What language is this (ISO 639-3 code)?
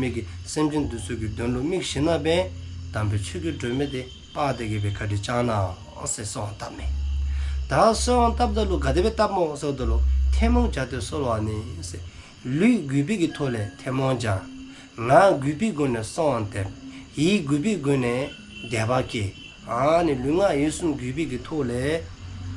dzo